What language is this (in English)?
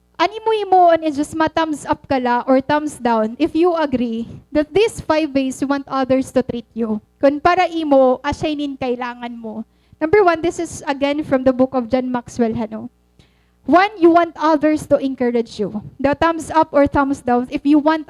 Waray